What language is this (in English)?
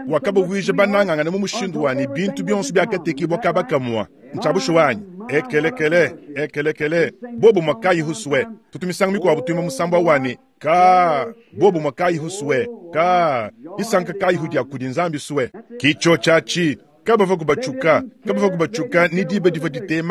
Luba-Lulua